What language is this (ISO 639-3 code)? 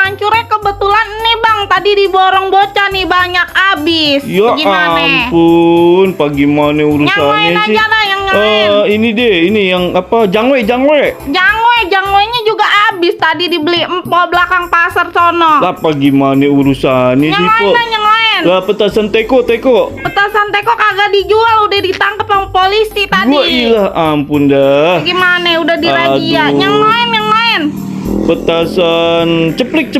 bew